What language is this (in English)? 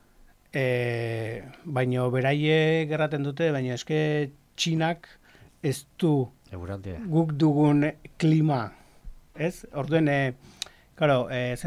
Basque